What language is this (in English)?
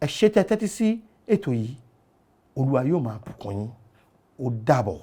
Yoruba